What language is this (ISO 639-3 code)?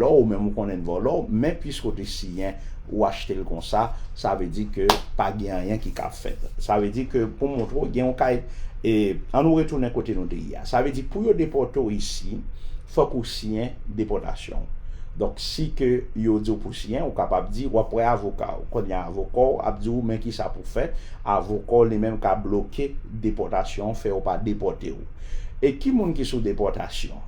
hat